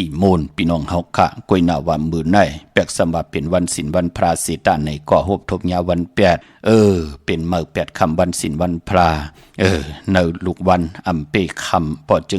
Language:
Shan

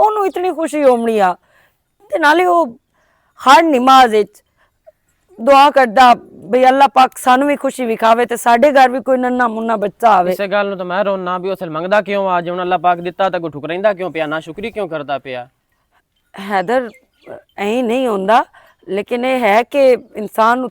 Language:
Western Panjabi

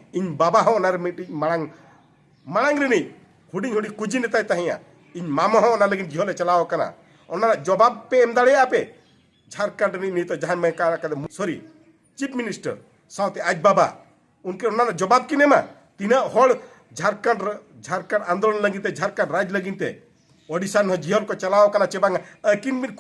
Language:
Santali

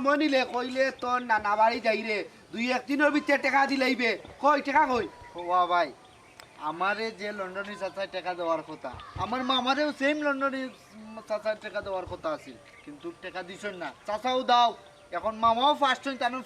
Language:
Sylheti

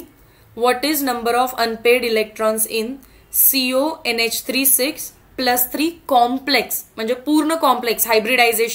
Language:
Marathi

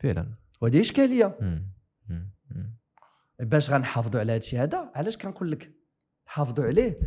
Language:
Moroccan Arabic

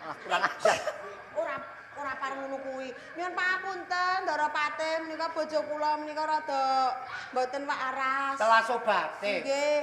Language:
Javanese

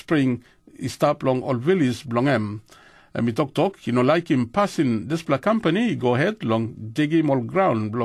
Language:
Tok Pisin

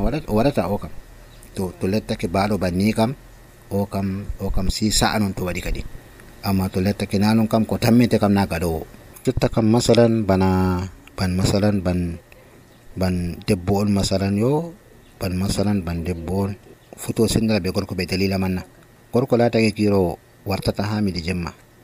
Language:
Nigerian Fulfulde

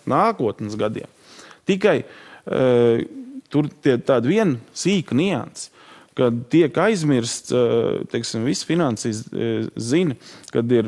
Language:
Latvian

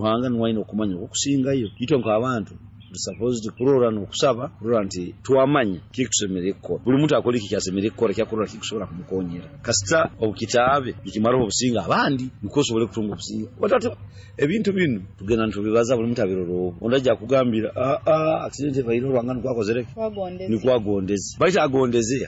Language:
Nyoro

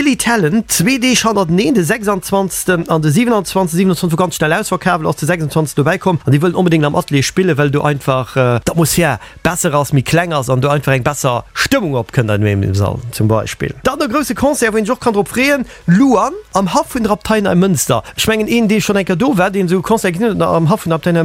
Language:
Luxembourgish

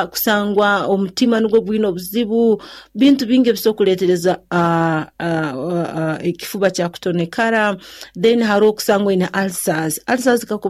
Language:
Nyoro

